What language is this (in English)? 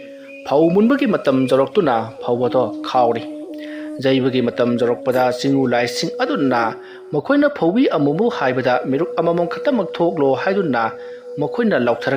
Manipuri